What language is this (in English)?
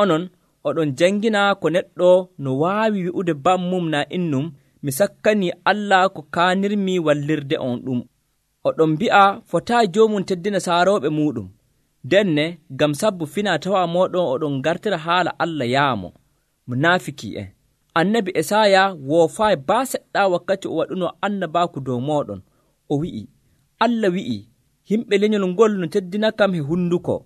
Nigerian Fulfulde